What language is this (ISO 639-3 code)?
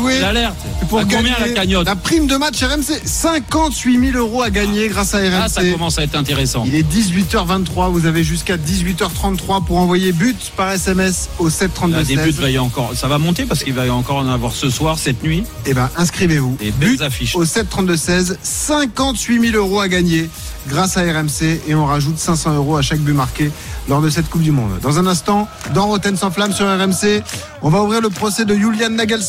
fra